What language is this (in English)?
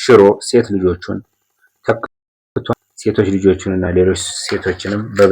Amharic